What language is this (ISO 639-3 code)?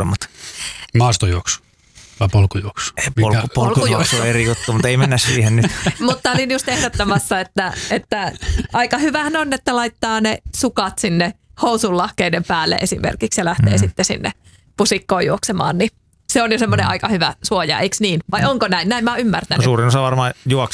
fin